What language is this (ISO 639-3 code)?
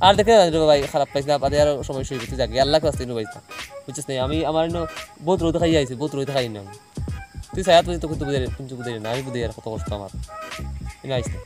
syl